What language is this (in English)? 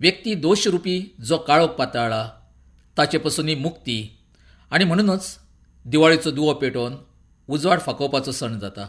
Konkani